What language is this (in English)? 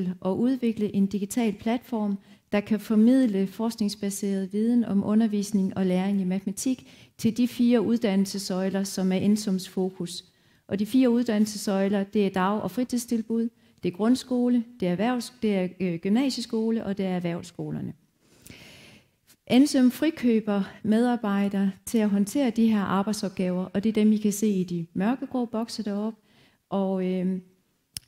Danish